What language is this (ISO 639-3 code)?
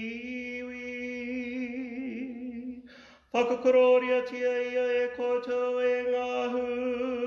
mri